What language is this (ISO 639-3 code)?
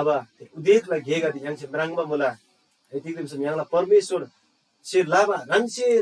taj